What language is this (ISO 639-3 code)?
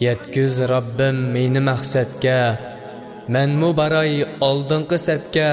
uig